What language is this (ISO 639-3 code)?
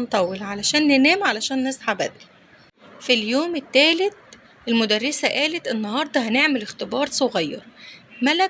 arz